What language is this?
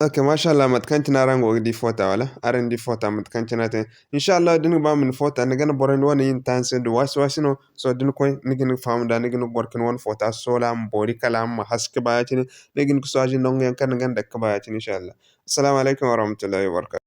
Zarma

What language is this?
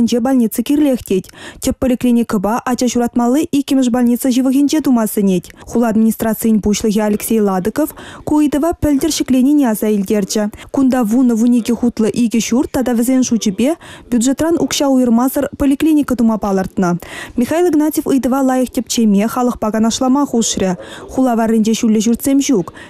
Chuvash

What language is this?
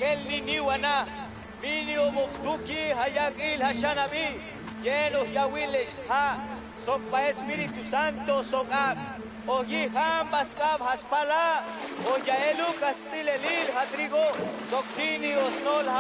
Tojolabal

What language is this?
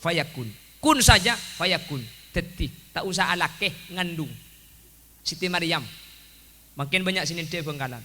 Madurese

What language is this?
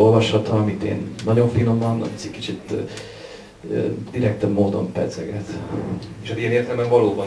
Hungarian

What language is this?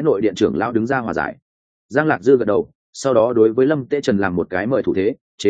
Vietnamese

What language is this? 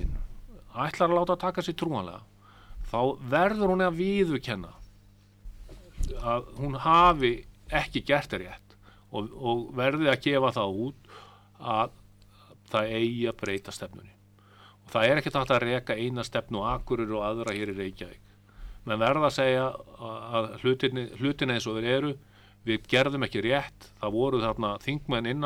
Icelandic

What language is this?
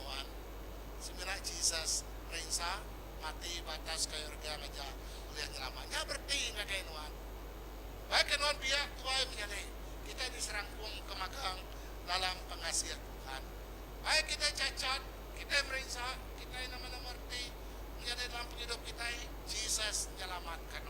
Iban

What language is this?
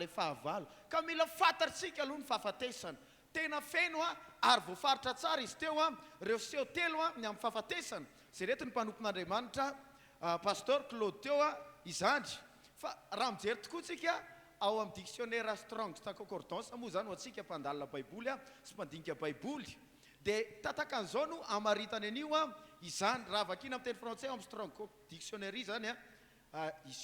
Malagasy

